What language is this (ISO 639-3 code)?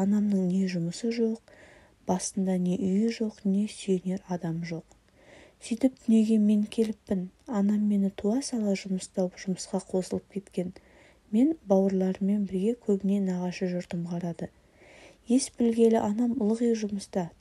kaz